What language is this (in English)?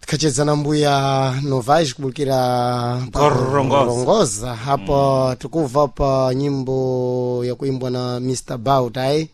Sena